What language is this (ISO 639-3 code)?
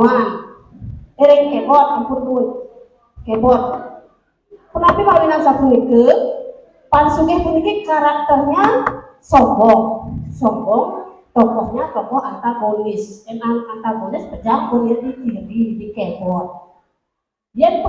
ban